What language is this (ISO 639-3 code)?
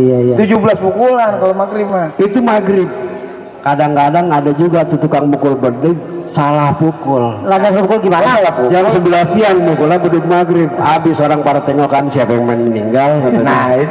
bew